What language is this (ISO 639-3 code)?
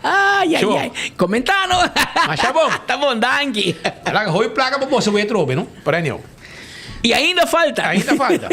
pap